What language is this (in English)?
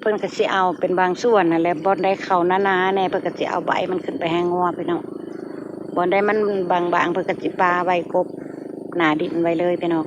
Northeastern Thai